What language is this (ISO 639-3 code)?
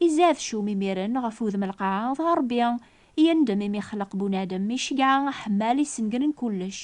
kab